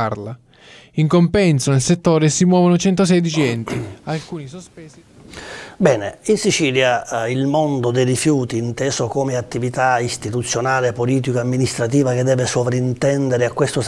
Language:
Italian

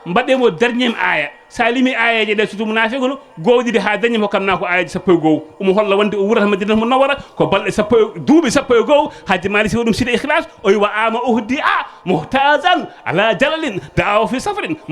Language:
Fula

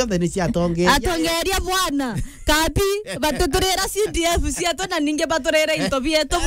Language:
Meru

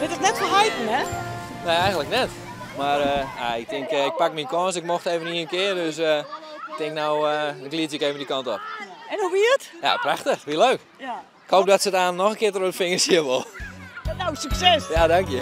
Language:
Western Frisian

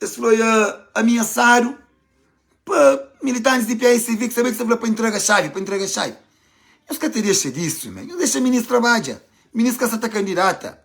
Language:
Kabuverdianu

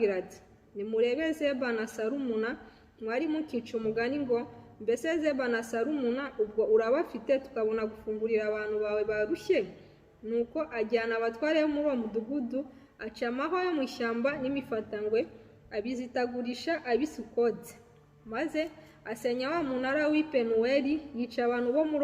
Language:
Kinyarwanda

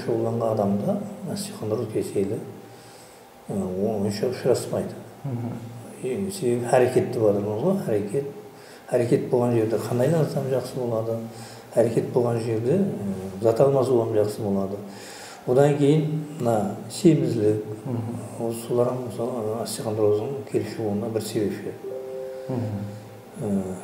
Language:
Kara-Kalpak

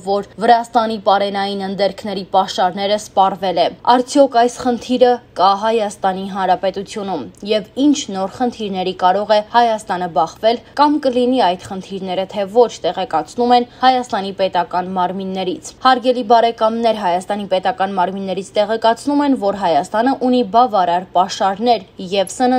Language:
Armenian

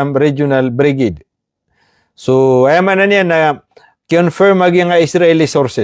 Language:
Maranao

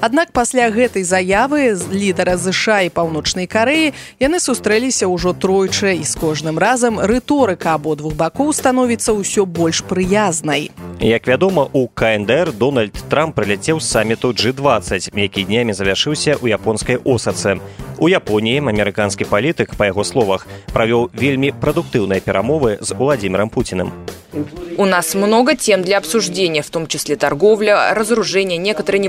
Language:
Belarusian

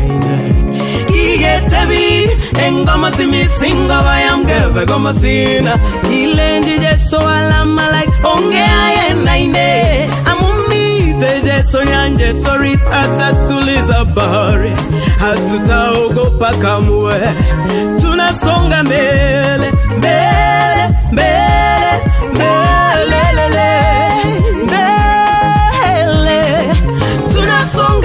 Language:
Swahili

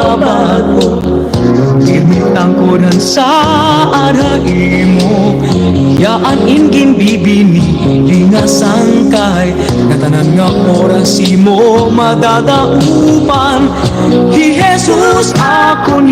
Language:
Waray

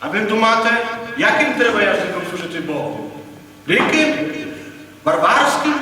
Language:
Rusyn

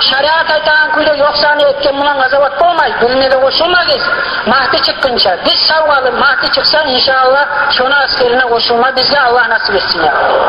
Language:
Kumyk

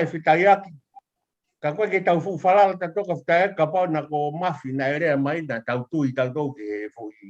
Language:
Tongan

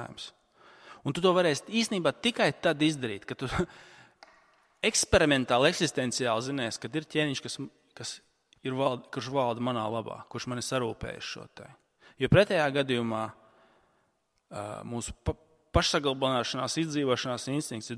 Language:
Latvian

